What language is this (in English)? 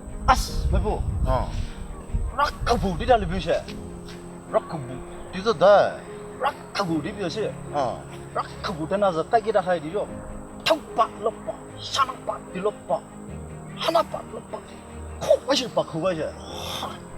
Poumei Naga